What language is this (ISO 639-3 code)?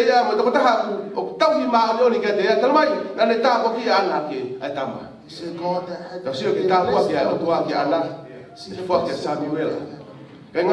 ton